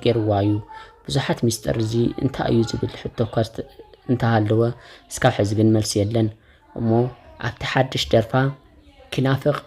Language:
Tigrinya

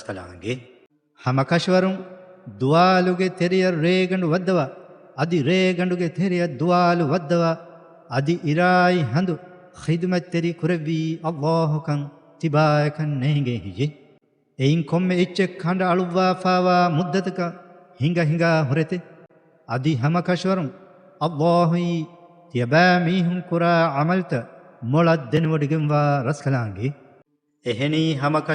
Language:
Divehi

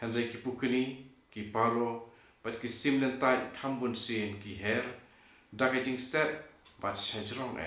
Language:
Khasi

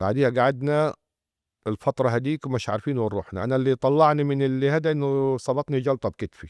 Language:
North Levantine Arabic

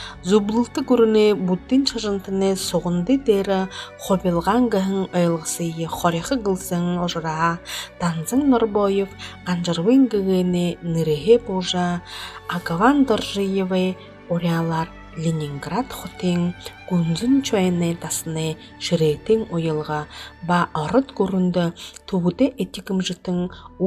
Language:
Buriat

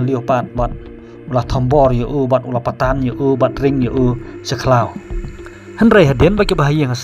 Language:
Khasi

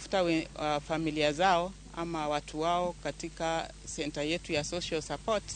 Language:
Luo (Kenya and Tanzania)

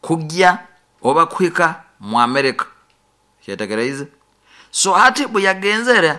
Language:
Nyoro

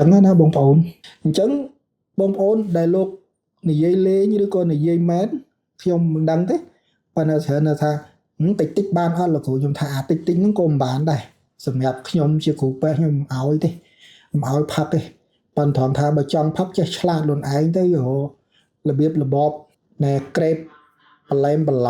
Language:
Khmer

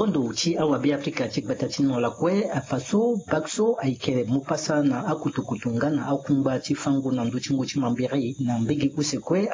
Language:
Sango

